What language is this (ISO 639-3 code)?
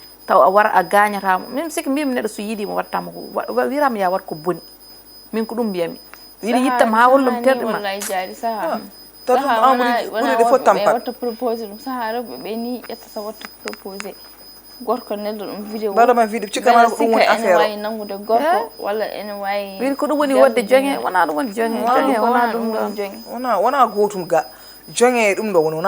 ful